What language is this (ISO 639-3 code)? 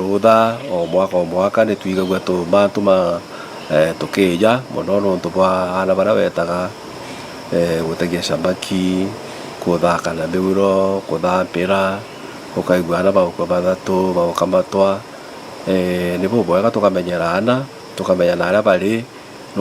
mer